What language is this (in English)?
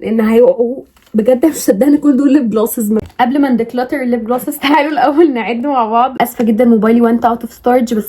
Egyptian Arabic